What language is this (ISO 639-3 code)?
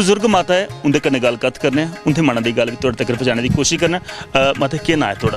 doi